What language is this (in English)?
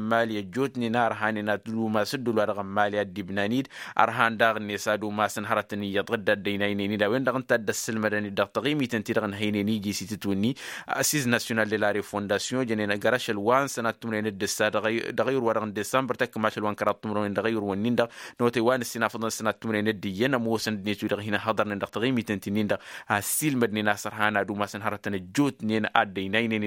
Tamasheq